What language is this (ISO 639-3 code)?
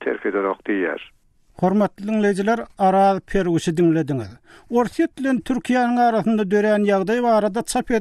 tuk